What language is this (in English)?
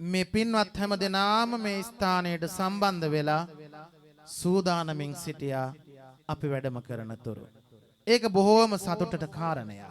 Sinhala